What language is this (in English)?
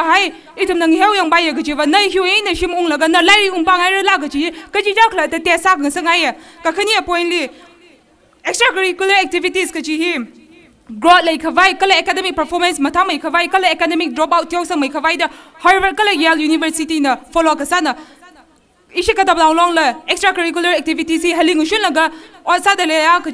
Tangkhul Naga (India)